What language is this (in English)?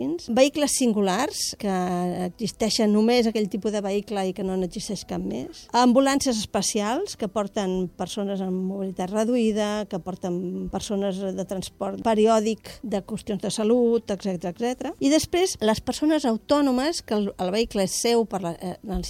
Catalan